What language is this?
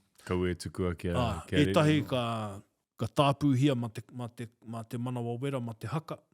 Māori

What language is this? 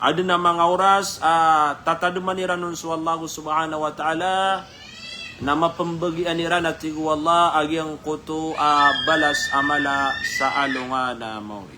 Maranao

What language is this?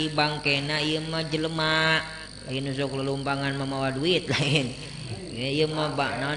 Sundanese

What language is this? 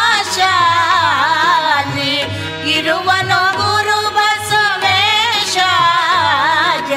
Kannada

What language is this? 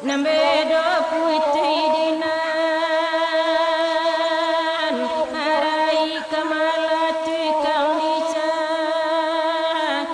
Minangkabau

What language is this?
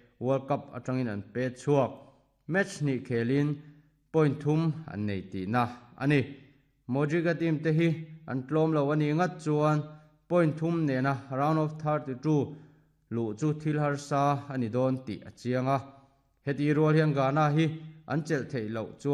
Mizo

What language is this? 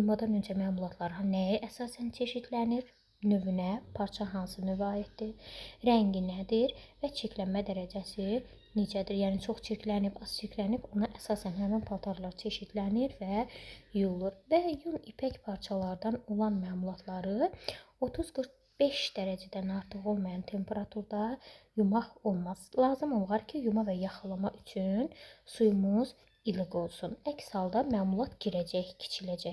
Azerbaijani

